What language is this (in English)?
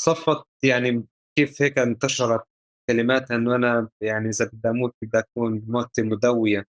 North Levantine Arabic